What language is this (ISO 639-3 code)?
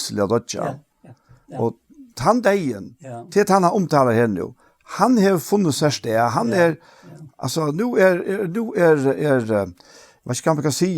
fao